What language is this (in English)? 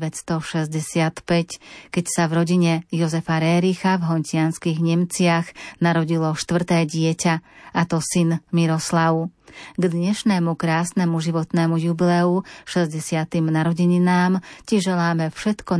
Slovak